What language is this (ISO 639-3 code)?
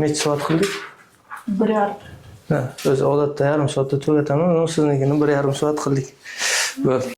uzb